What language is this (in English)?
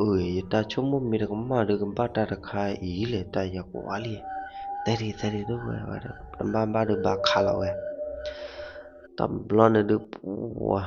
S'gaw Karen